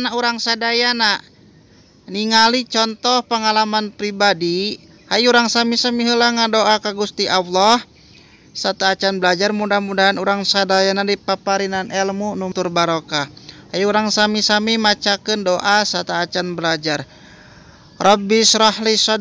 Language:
Sundanese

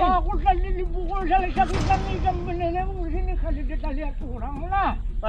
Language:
Banjar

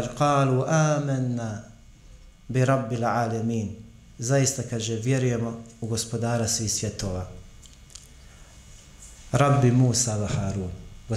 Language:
Bosnian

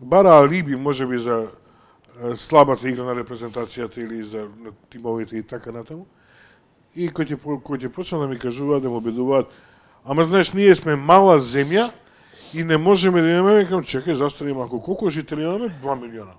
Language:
Macedonian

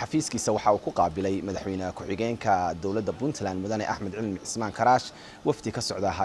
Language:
Somali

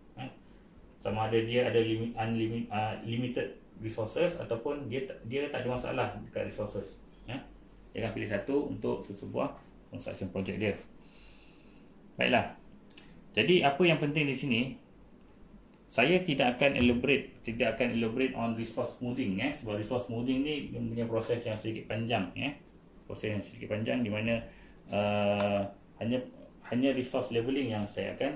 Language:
Malay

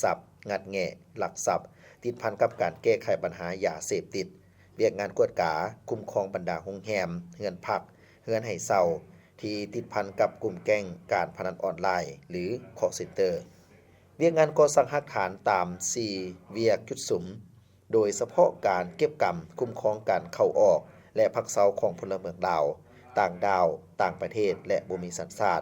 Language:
Lao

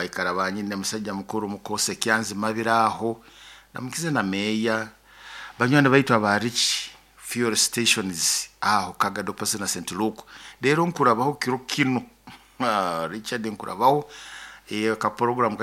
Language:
Nyoro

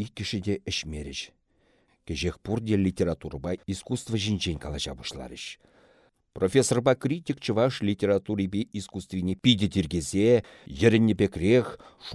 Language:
Chuvash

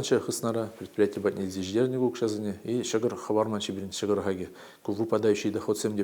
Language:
Chuvash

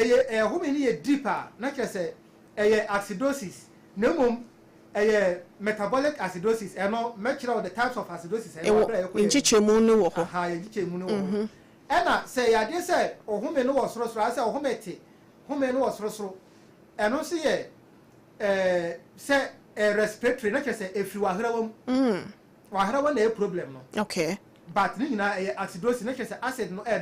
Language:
Akan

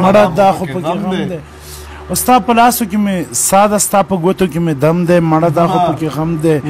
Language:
Pashto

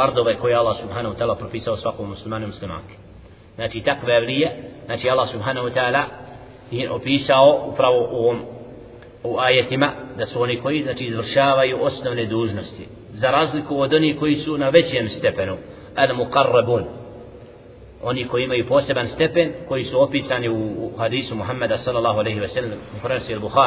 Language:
Bosnian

